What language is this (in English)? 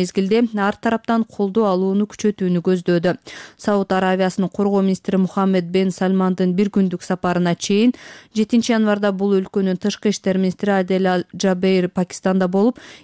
Kyrgyz